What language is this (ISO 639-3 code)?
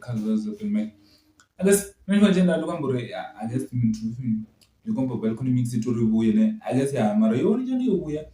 ven